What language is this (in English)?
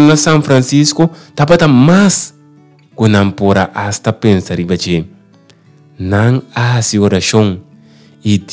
Papiamento